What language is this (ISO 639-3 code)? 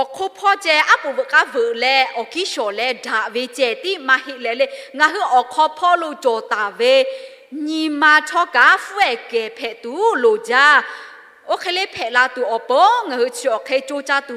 lhu